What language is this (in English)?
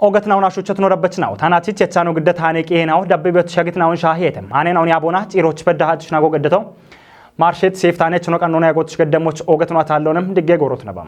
Kafa